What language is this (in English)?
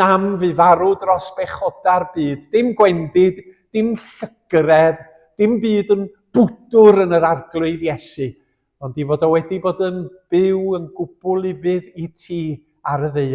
Welsh